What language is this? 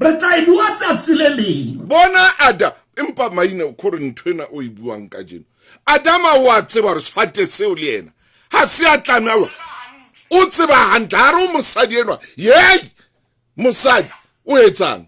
Southern Sotho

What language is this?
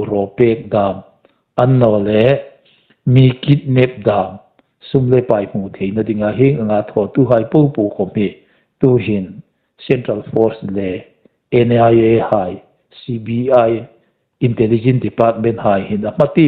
Hmar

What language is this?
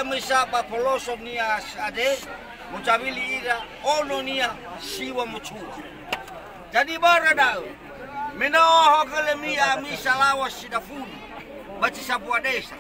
Nias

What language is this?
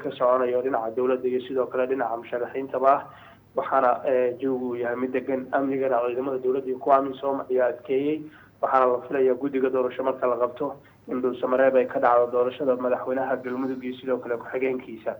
Somali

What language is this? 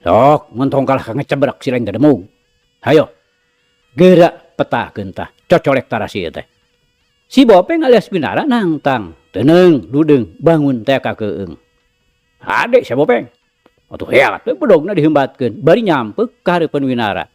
Sundanese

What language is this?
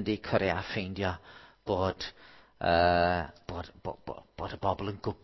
Welsh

